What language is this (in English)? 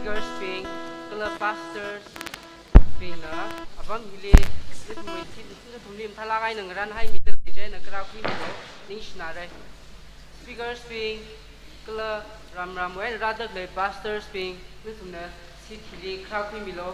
Tangkhul Naga (India)